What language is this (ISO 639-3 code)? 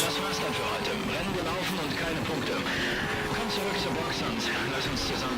bar